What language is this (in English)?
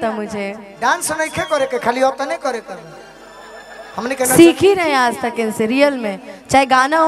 Bhojpuri